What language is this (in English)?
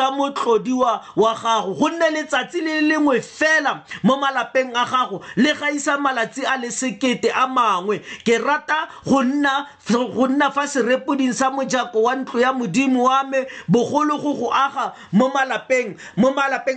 Tswana